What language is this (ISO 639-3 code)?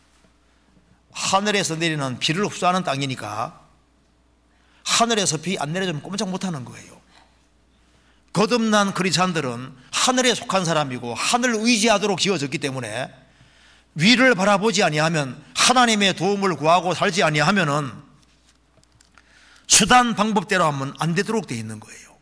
kor